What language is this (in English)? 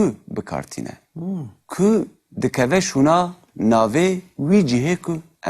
Kurdish